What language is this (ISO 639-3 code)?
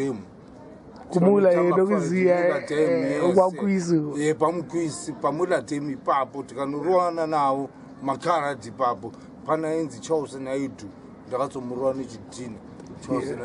sna